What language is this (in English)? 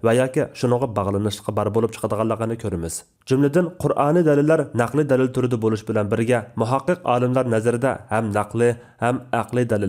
Uyghur